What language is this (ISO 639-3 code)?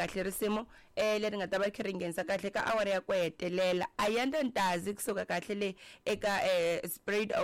tso